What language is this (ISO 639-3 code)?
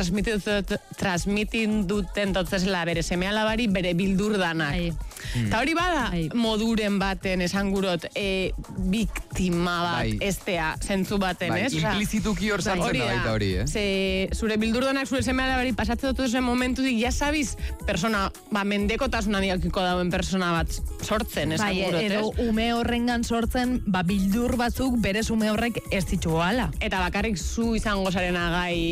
eus